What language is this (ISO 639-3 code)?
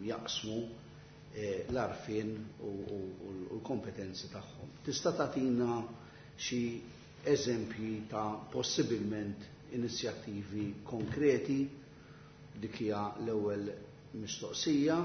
mlt